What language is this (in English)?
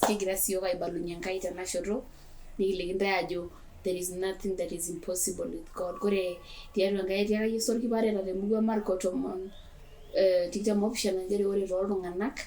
Masai